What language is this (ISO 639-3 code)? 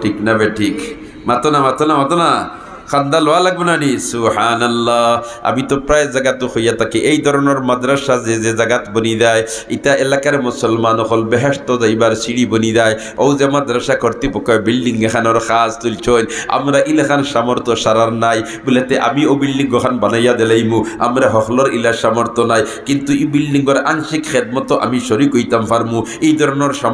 syl